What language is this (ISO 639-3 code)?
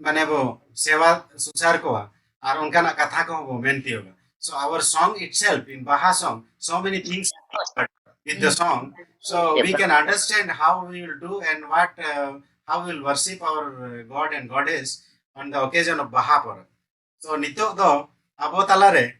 sat